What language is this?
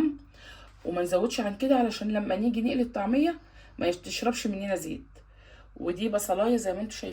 Egyptian Arabic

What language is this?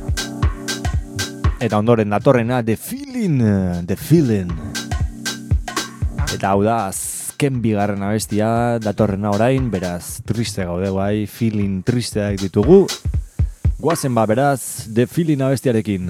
Basque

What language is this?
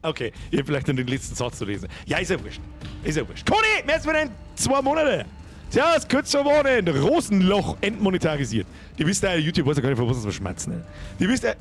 Bavarian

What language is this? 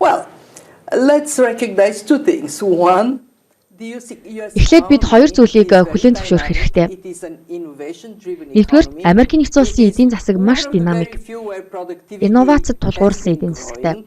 Mongolian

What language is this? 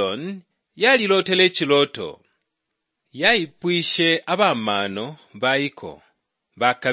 Bemba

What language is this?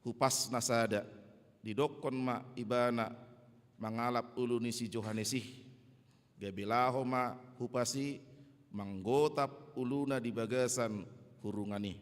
Batak Toba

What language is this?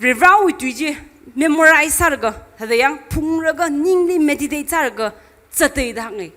Tangkhul Naga (India)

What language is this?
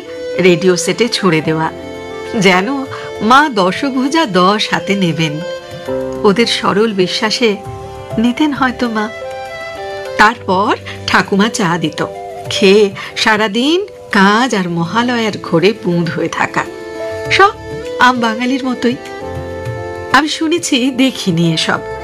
Bangla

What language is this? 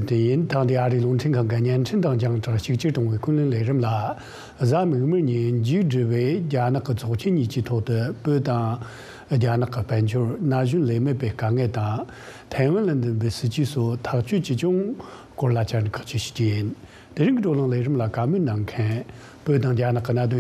Tibetan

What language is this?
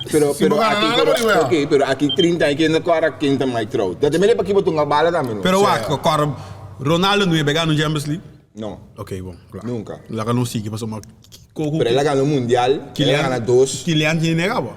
Papiamento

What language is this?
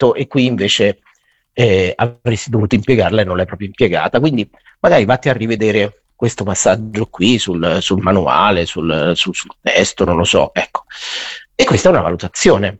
Italian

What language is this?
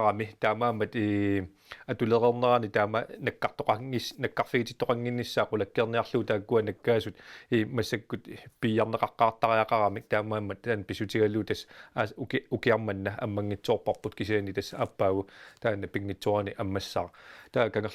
Kalaallisut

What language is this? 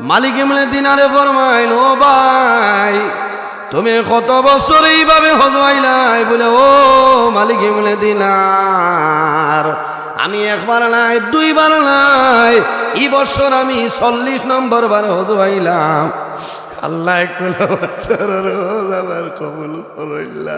Sylheti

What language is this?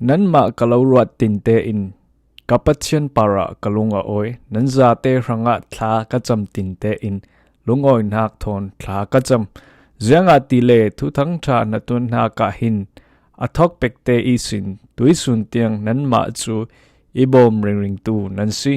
Falam Chin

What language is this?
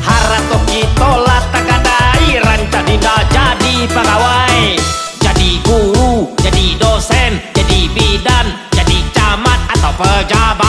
Minangkabau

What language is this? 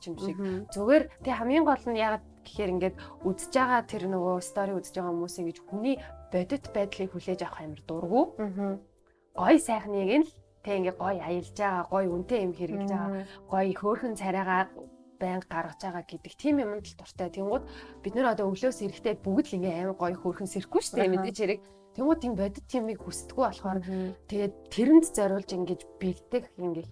Mongolian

